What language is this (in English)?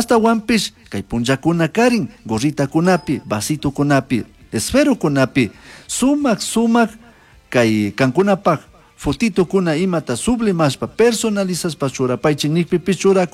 Chimborazo Highland Quichua